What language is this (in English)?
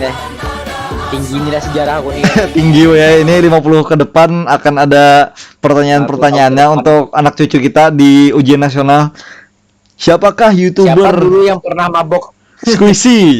Banjar